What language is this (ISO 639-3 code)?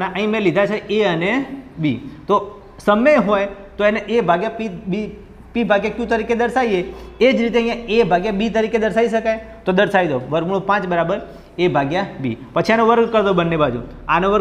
guj